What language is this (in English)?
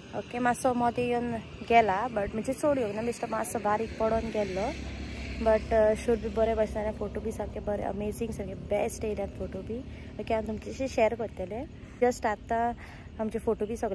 Konkani